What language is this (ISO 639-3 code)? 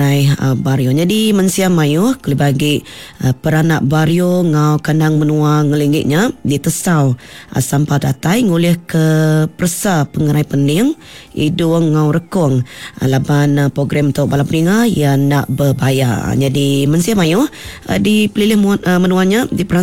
iba